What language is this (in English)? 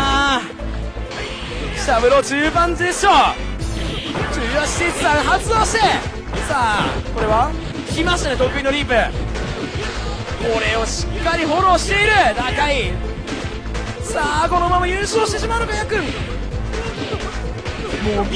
Japanese